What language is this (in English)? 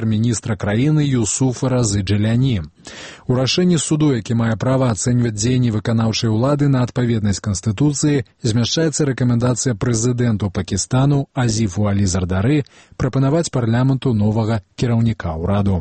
Belarusian